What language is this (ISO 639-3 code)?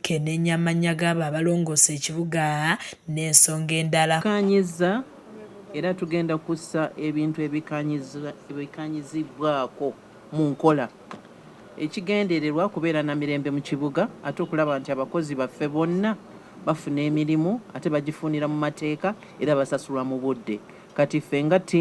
lug